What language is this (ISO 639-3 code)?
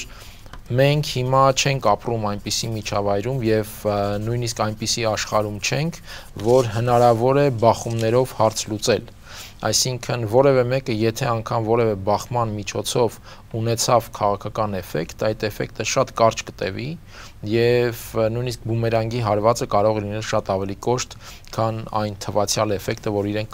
hye